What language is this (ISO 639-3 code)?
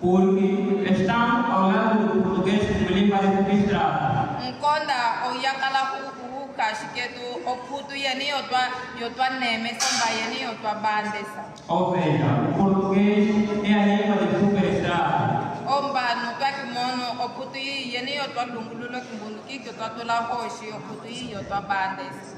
kmb